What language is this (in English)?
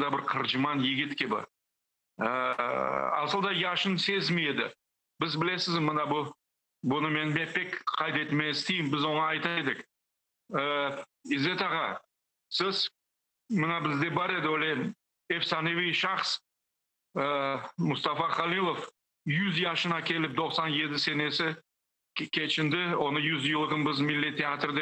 Crimean Tatar